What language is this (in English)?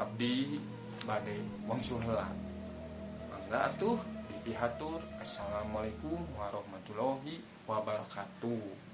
Sundanese